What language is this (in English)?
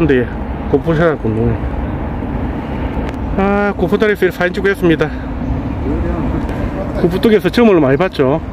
Korean